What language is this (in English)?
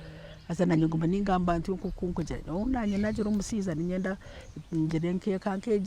Nyankole